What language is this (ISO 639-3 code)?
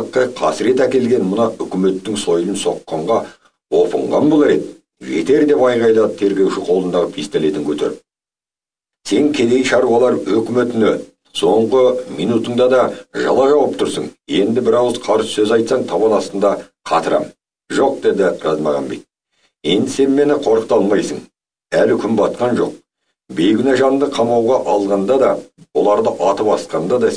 kaz